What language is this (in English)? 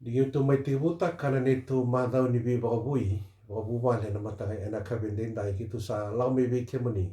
Fijian